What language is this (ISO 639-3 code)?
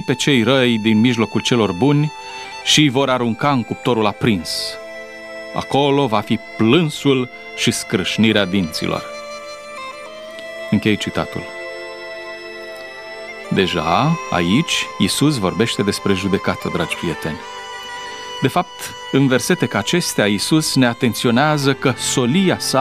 ron